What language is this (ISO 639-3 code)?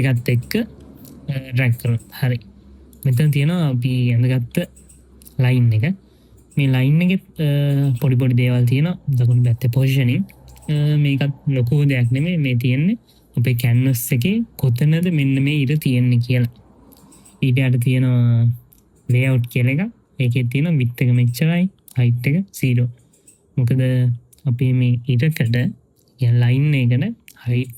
sin